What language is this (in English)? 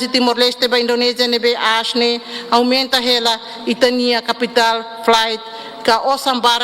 Tetum